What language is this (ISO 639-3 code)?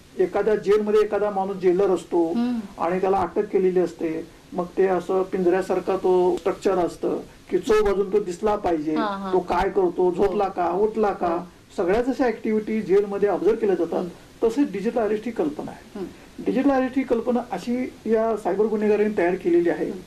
mar